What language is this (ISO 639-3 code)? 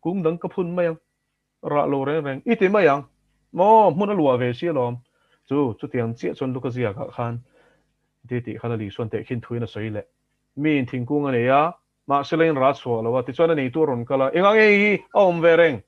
lus